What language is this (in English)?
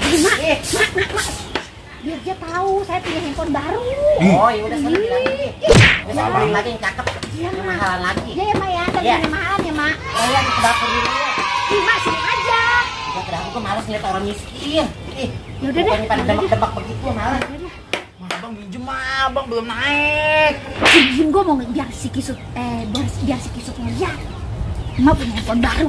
Betawi